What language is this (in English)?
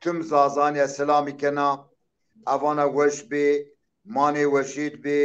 Zaza